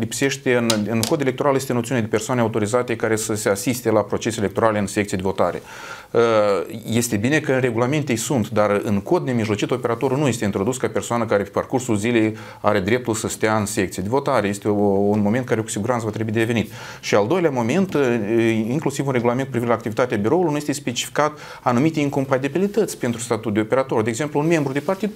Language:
Romanian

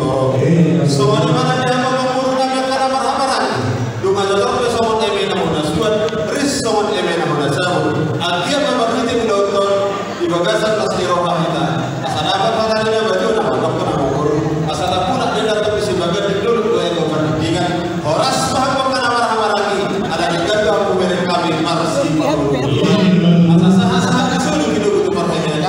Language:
Batak Toba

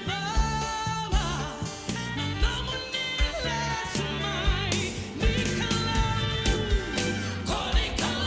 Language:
Fijian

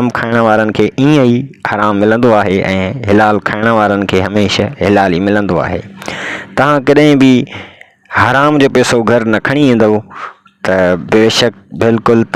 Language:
Sindhi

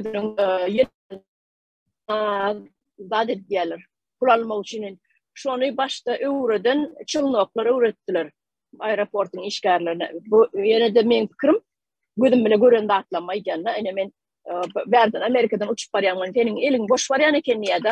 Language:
Turkmen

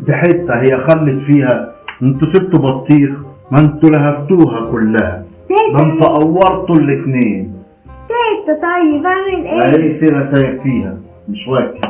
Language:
Egyptian Arabic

